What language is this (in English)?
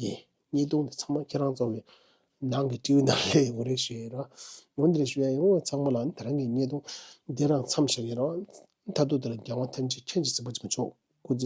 Tibetan